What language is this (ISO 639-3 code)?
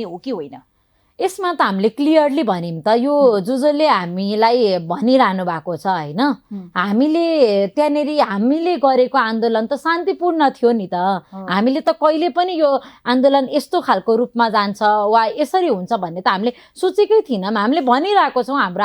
nep